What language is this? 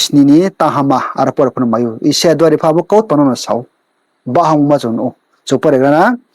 Riang (India)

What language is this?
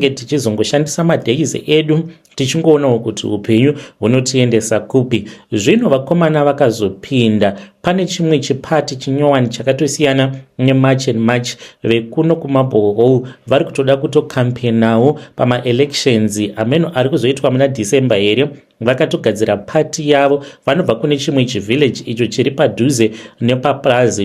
Shona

